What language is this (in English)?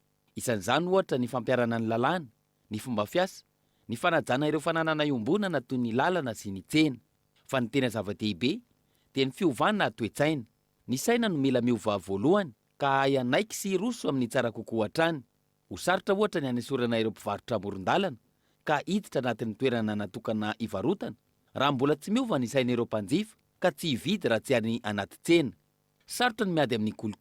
Malagasy